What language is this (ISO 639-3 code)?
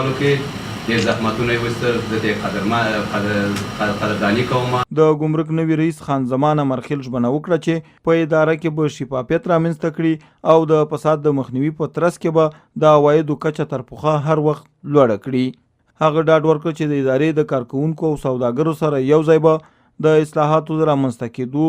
pus